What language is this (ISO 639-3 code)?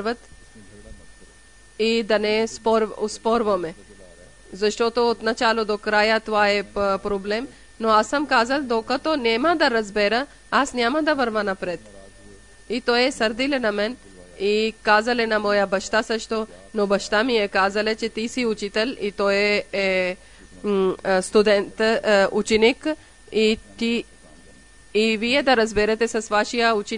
bul